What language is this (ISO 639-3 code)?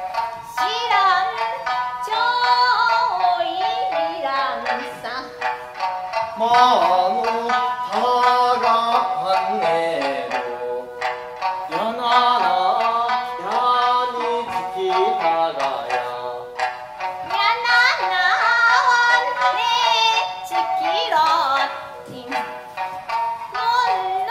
ryu